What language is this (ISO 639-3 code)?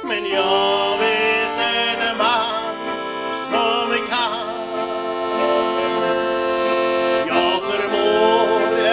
swe